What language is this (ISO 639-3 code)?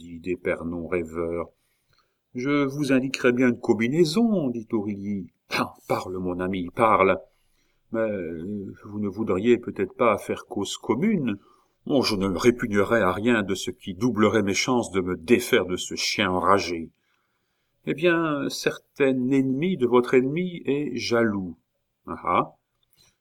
fra